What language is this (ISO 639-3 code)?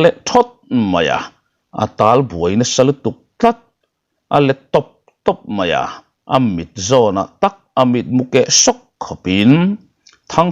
lus